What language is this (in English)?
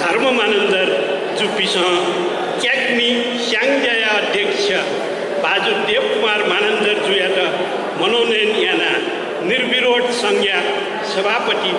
Newari